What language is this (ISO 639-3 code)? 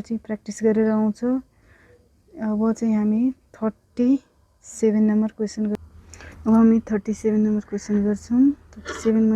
nep